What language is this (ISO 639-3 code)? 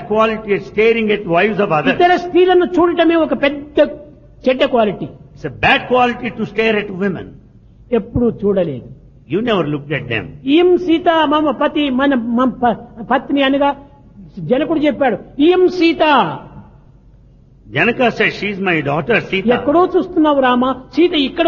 tel